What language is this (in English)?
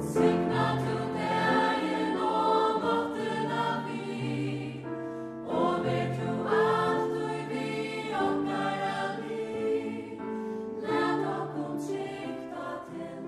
Faroese